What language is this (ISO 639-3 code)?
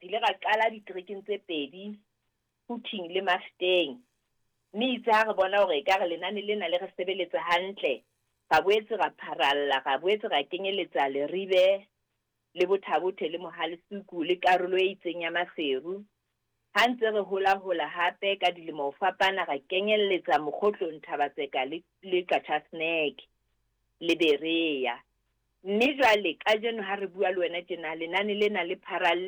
sot